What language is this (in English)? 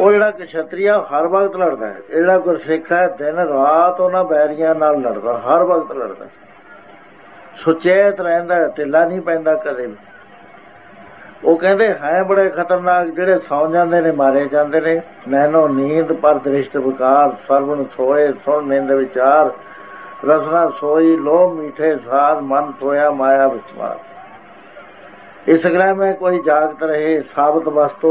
Punjabi